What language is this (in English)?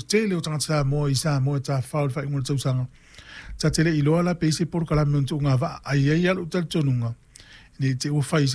Samoan